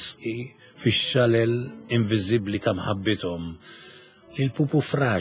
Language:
Maltese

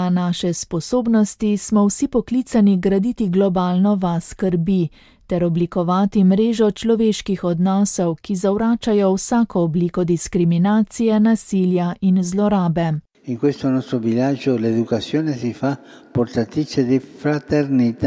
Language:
Slovenian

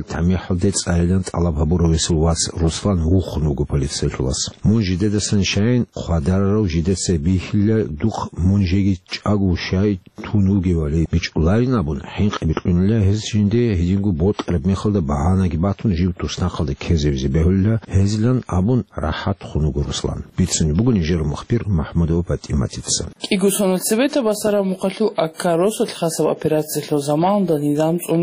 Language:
Avaric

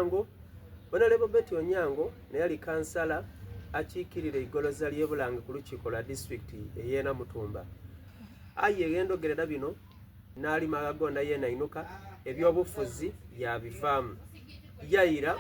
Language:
Soga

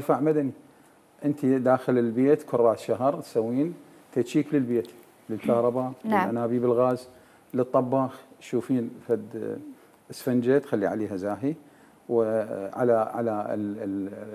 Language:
Mesopotamian Arabic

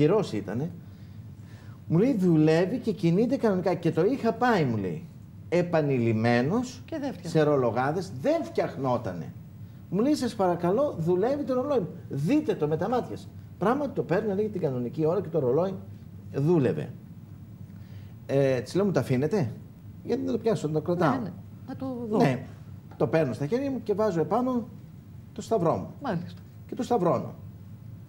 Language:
Greek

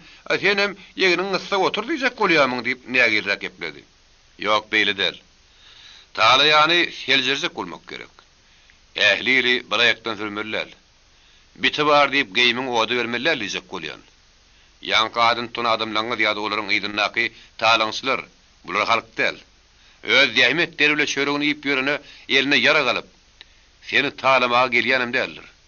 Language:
Turkmen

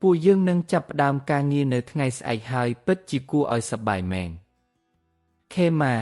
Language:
Khmer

